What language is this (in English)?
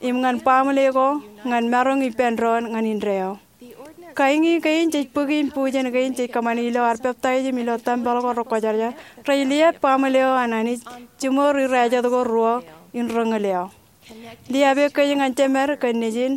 Marshallese